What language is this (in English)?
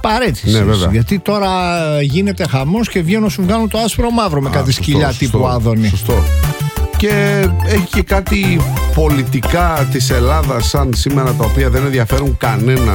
Greek